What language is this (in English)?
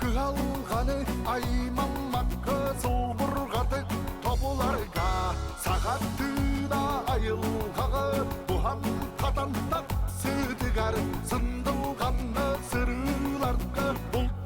Yakut